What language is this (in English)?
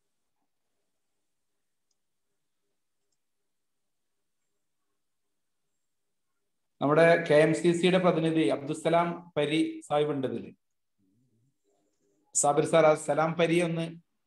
Malayalam